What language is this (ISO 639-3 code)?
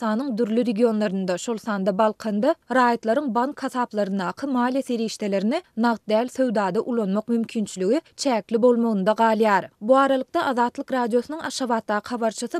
tuk